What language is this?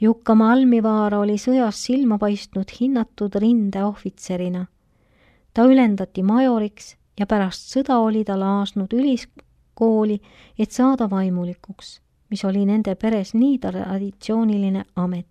Estonian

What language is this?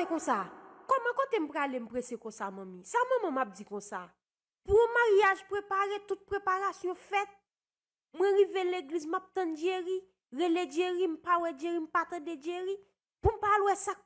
Haitian Creole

